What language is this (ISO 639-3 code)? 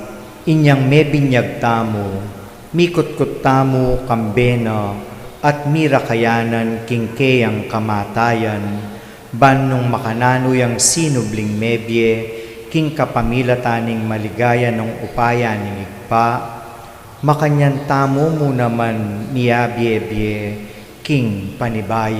pam